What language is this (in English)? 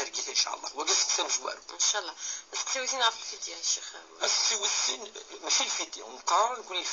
Kabyle